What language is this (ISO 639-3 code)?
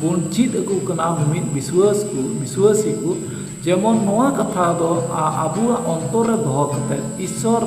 sat